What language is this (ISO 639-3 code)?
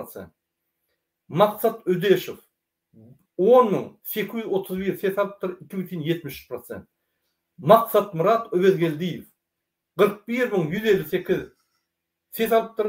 tuk